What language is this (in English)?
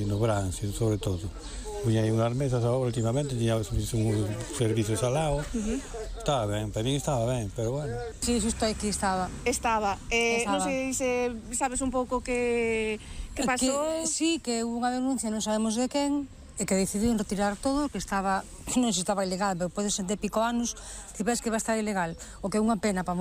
Galician